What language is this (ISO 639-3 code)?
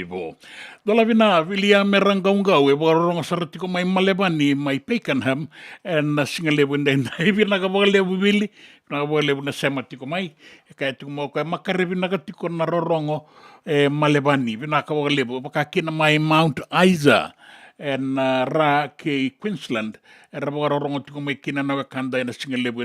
fij